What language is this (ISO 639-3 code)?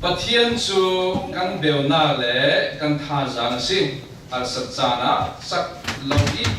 cfm